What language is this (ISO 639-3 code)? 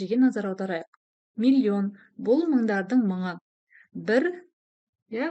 kaz